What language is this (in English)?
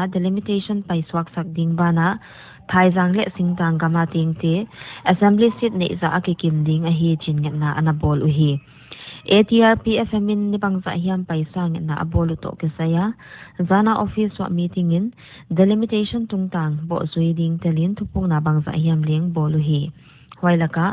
Paite Chin